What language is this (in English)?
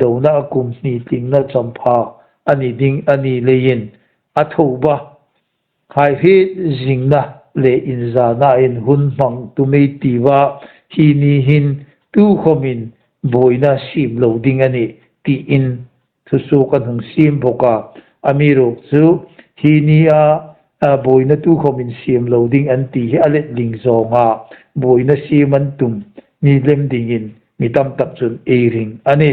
Hmar